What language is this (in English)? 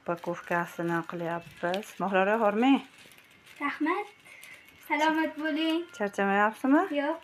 Uzbek